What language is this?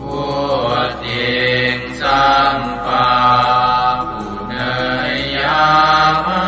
Pali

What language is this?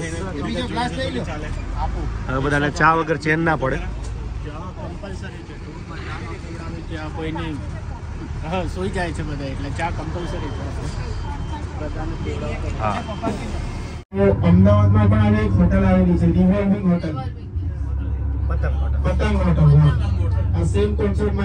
Gujarati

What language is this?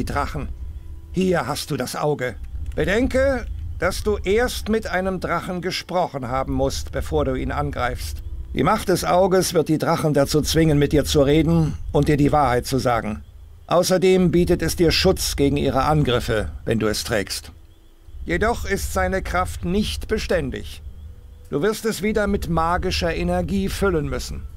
Bavarian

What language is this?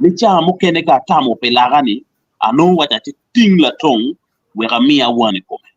Acoli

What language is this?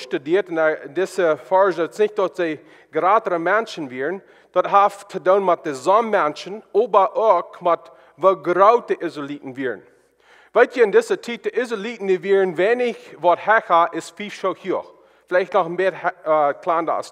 Plautdietsch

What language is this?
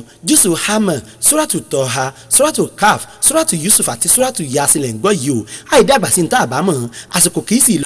Yoruba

